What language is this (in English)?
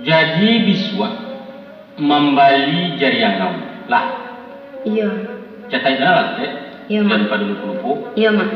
Minangkabau